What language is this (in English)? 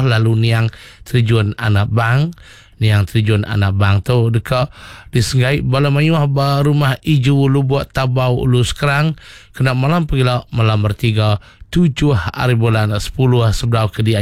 Iban